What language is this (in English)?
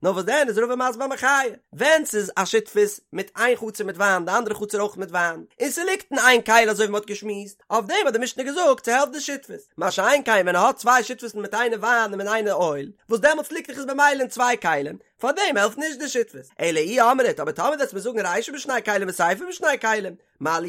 Yiddish